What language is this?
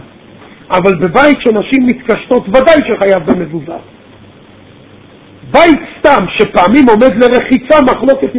Hebrew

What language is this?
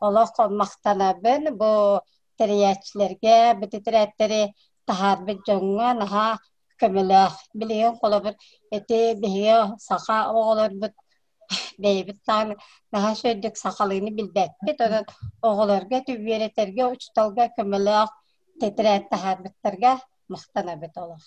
Yakut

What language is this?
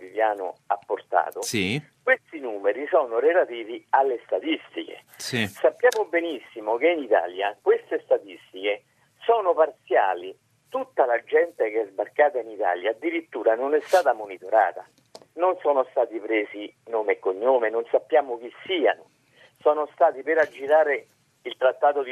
Italian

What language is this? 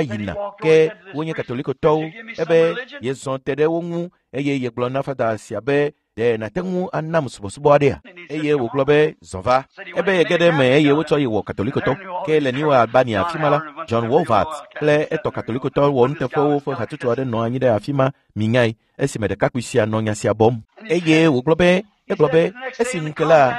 Ewe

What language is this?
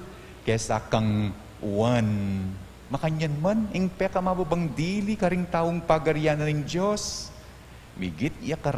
Pampanga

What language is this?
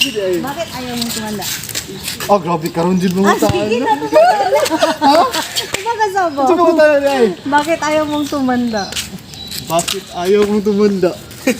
Cebuano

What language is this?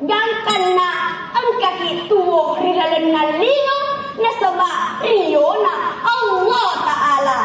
Buginese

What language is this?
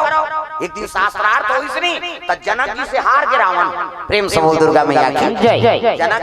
Chhattisgarhi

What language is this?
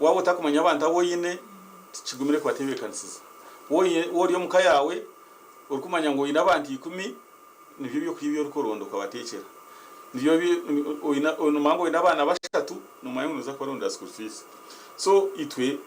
Nyankole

